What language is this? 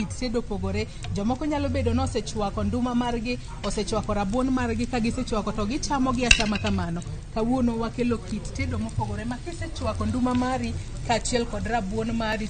Luo (Kenya and Tanzania)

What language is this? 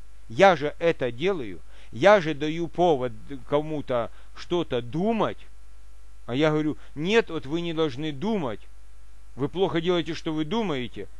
Russian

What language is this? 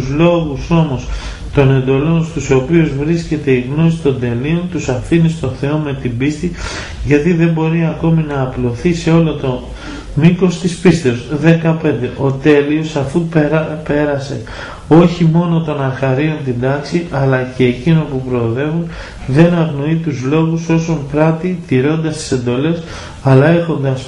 Greek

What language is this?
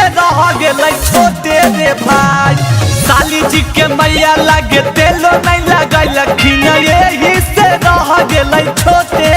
Magahi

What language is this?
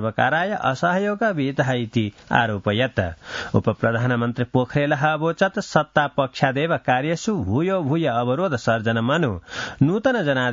Sanskrit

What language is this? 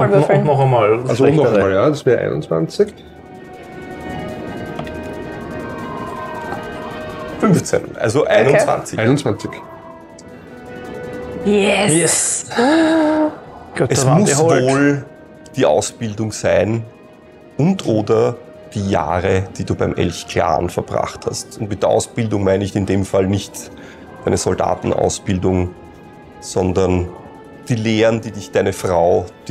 German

